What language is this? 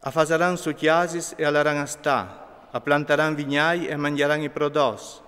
Friulian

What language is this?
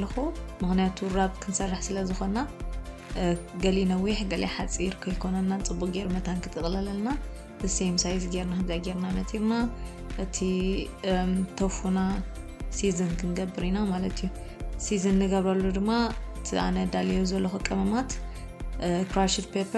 Tigrinya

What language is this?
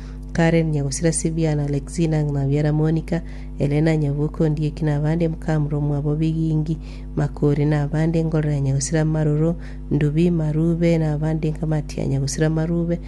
Gusii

